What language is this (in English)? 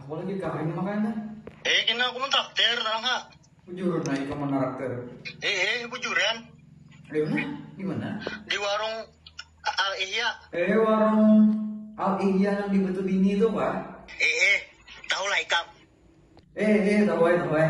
Banjar